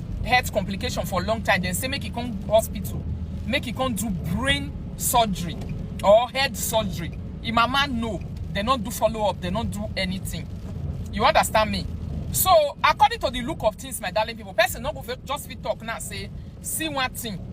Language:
Nigerian Pidgin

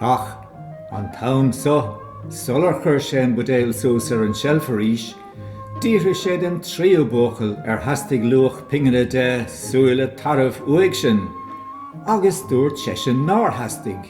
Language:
Irish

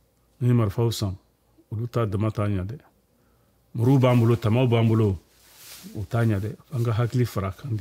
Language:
Bambara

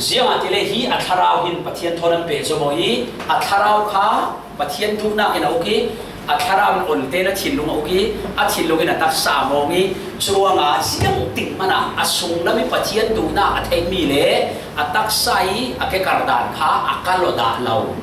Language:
Falam Chin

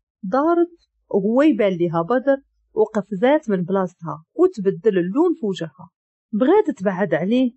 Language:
Moroccan Arabic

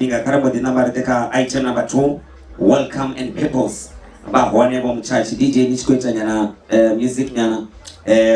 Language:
Venda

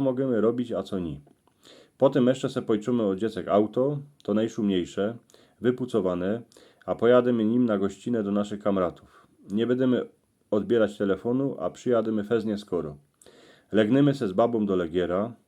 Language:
Silesian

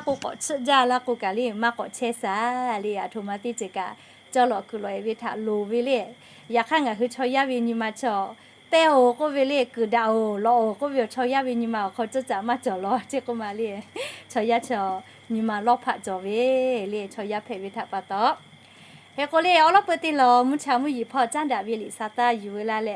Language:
Lahu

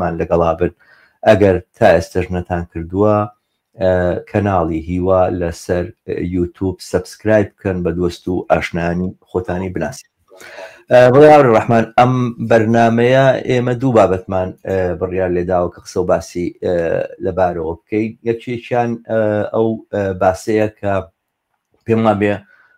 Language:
Central Kurdish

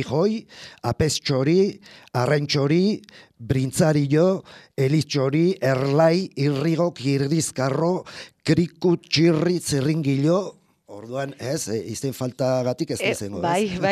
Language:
Basque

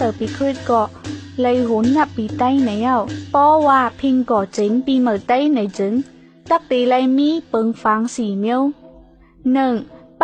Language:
Shan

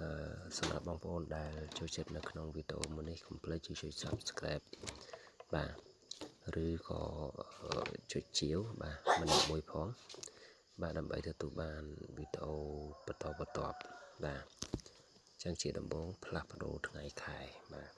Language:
Khmer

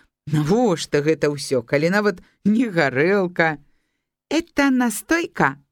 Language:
Belarusian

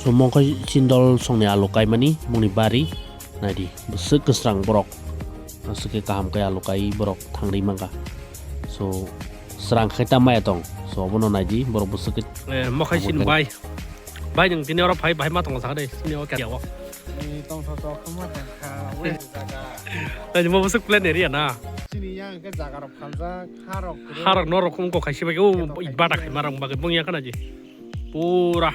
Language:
Kok Borok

